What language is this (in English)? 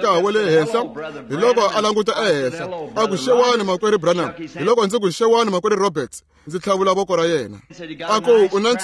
Tsonga